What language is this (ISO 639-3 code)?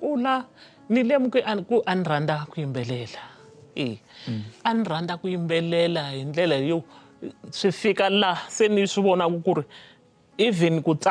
tso